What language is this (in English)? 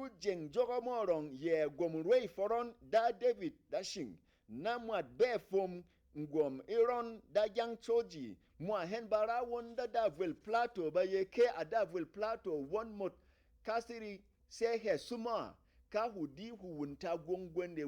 Berom